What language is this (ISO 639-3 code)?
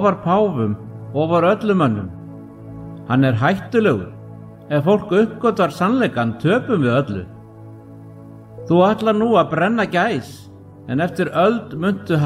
isl